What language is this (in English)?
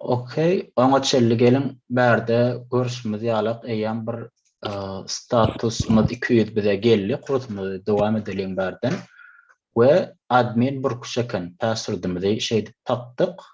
Turkmen